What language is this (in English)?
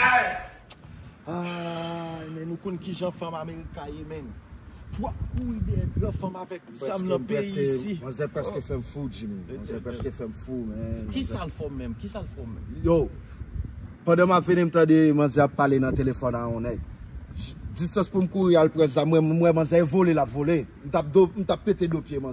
Haitian Creole